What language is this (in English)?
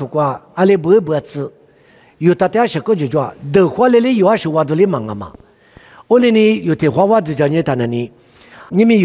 Lisu